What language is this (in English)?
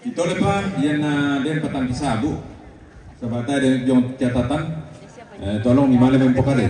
Toraja-Sa'dan